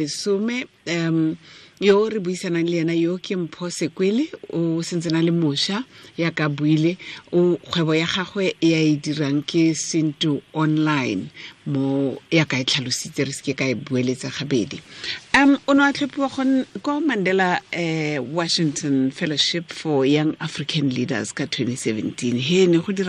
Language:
Tswana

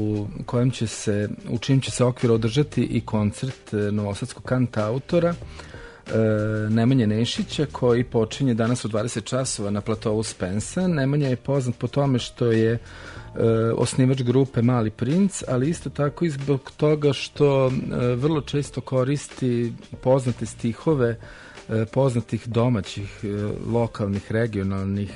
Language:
Serbian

